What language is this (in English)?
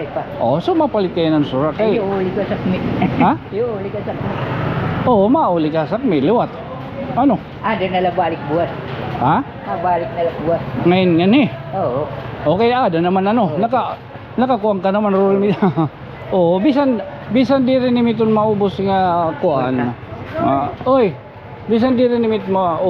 Waray